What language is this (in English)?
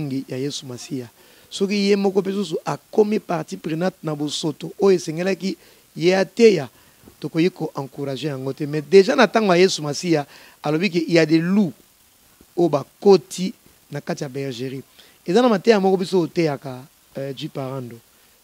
Lingala